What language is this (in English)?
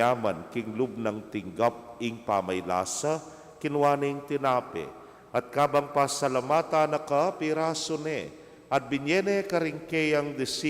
Pampanga